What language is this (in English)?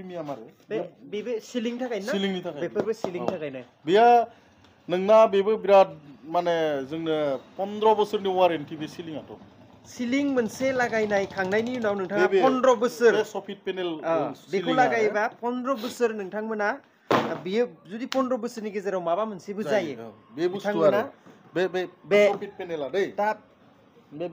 Bodo